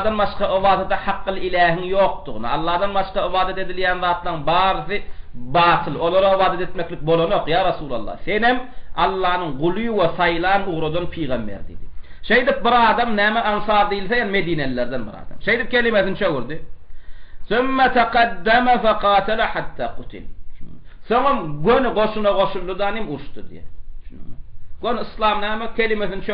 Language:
Turkmen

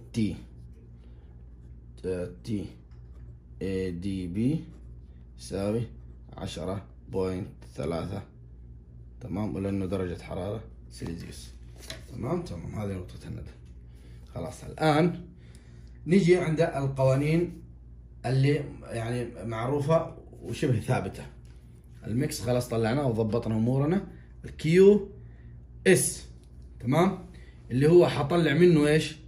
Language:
Arabic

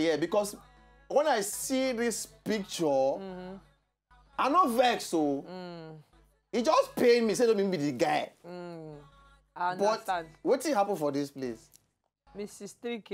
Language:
Nigerian Pidgin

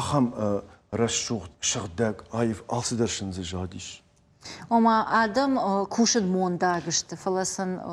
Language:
Ossetic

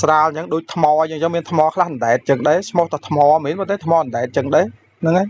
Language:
Khmer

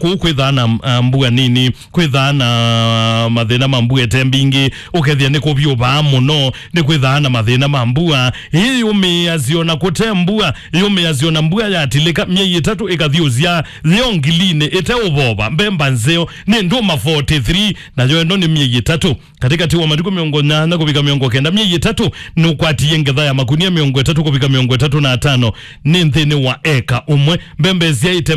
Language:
Kamba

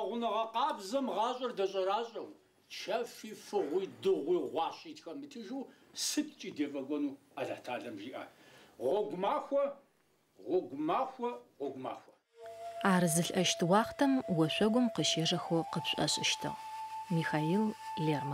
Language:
Adyghe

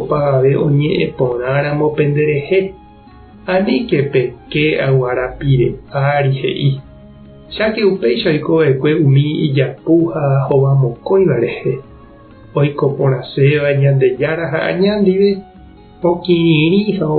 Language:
Guarani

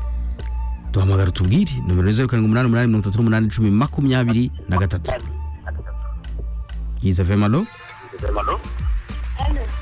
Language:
Kinyarwanda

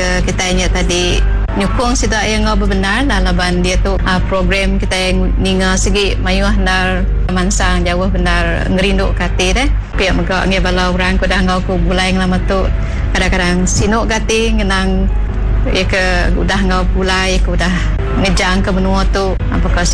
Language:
Iban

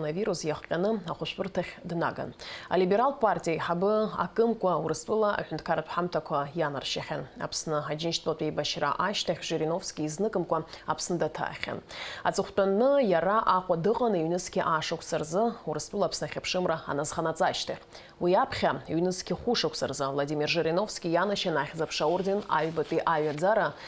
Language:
Abkhazian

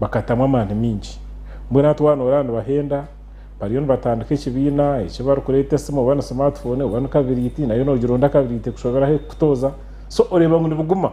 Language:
Nyankole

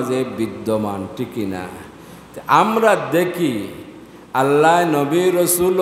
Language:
Sylheti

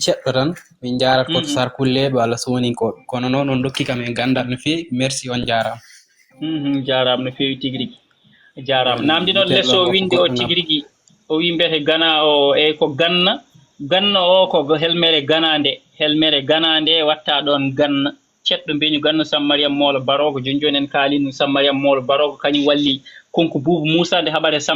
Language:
Fula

